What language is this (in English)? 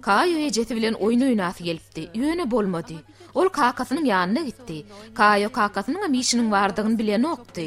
Turkmen